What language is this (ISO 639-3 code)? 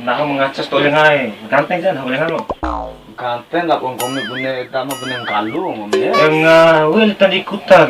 bhp